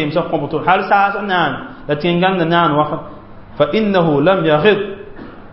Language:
Mossi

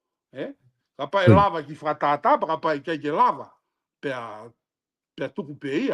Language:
Tongan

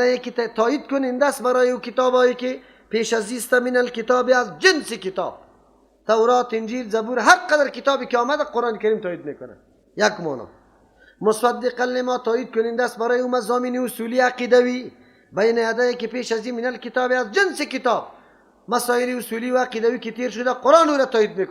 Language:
Persian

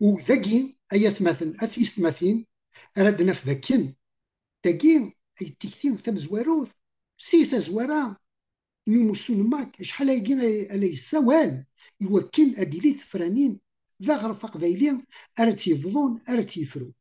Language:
Kabyle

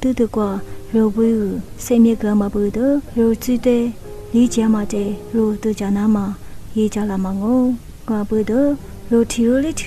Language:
Lisu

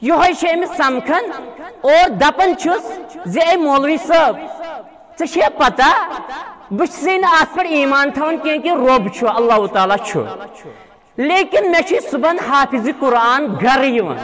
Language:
Kashmiri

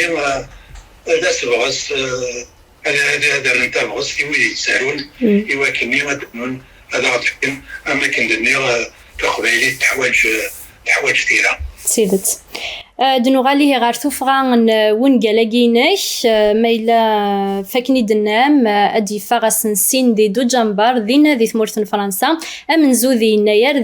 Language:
Kabyle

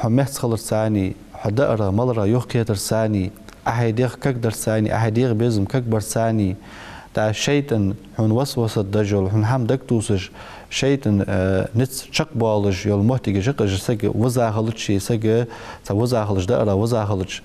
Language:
Ingush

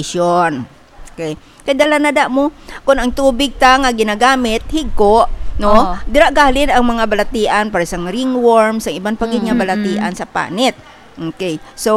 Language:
Hiligaynon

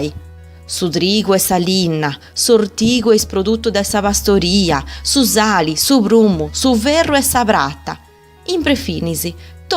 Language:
Sardinian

